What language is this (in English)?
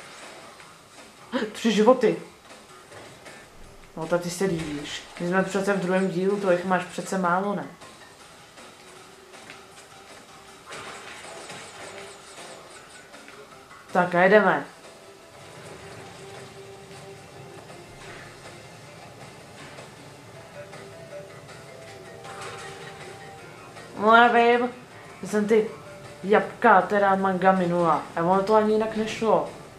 Czech